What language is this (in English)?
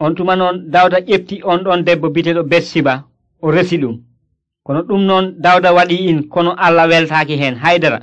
Nigerian Fulfulde